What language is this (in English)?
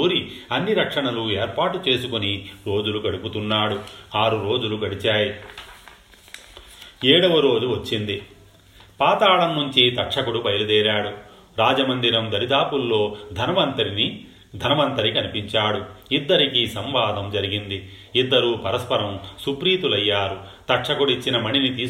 Telugu